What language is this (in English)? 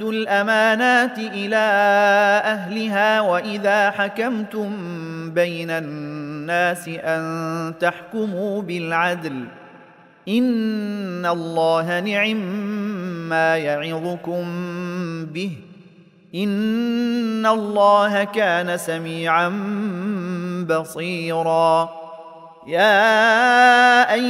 Arabic